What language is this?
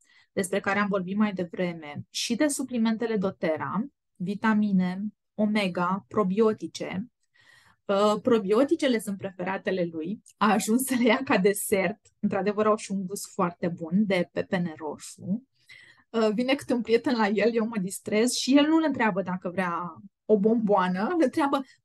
Romanian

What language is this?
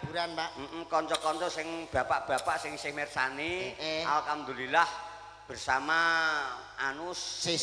Javanese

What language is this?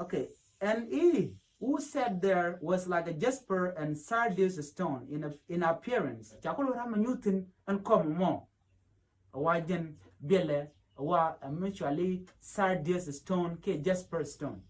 Nuer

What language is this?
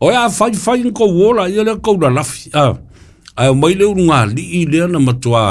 Samoan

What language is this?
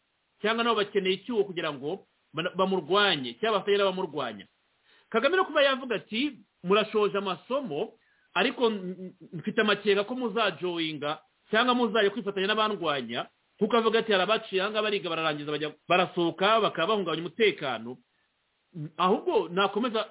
Kinyarwanda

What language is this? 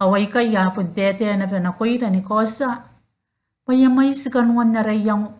Gilbertese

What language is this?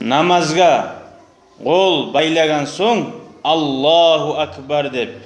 Kumyk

